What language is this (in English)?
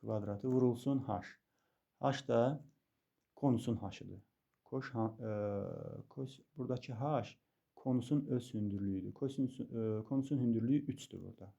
Azerbaijani